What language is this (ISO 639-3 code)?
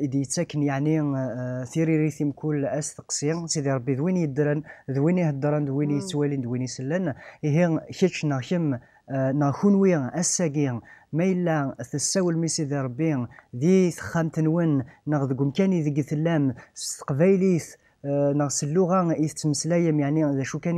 kab